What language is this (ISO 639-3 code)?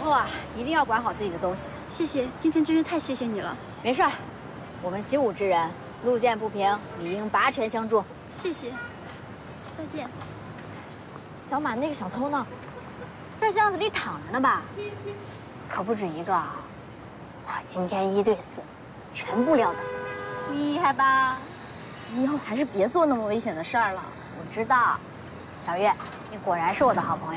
zho